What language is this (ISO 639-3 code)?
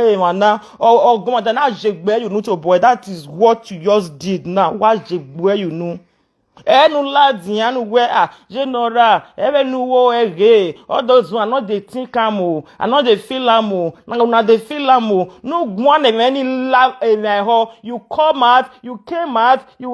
pcm